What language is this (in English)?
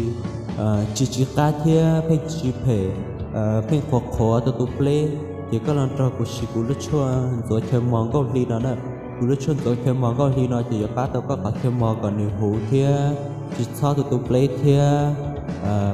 Hmong